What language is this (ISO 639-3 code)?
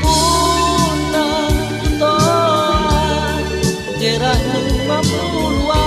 mfp